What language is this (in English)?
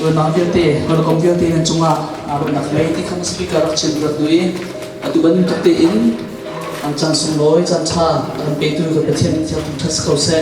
Hakha Chin